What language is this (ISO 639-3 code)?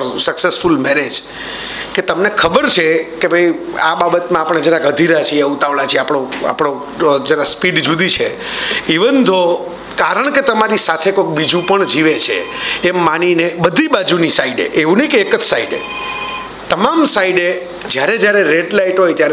guj